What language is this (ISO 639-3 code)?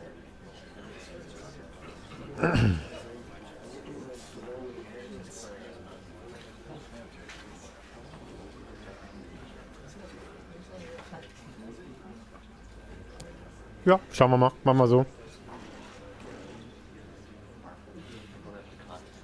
deu